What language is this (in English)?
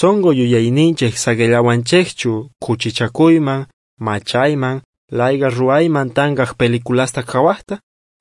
South Bolivian Quechua